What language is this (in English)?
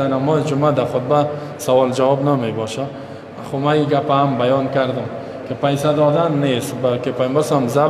Persian